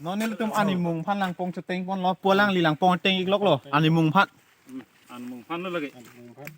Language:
Karbi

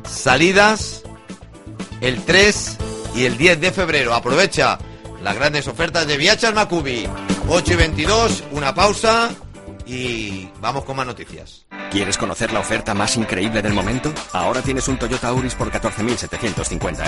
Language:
Spanish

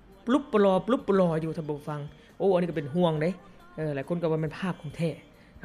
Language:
Lao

